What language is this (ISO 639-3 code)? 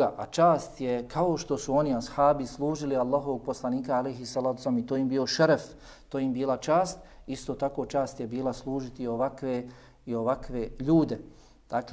bos